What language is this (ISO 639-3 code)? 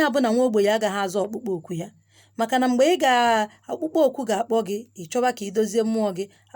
ibo